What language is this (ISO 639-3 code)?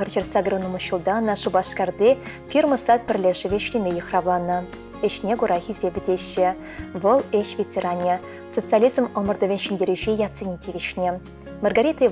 chv